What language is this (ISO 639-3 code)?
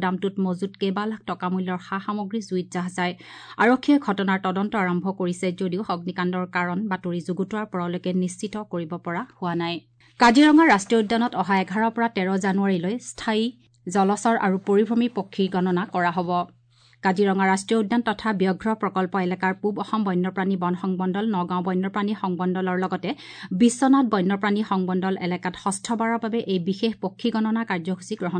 asm